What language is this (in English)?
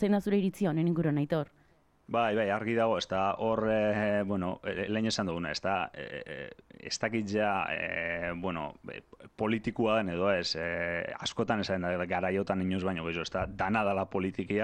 Basque